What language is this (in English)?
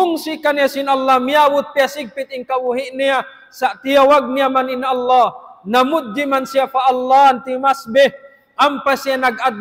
Tausug